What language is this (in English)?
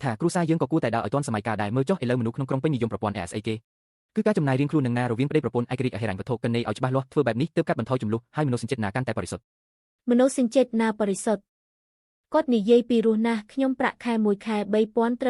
Khmer